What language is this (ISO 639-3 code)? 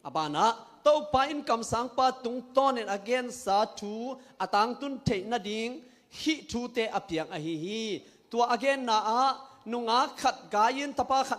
ctd